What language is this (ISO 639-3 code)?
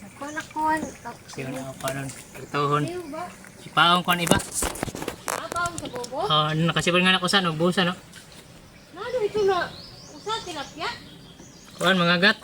war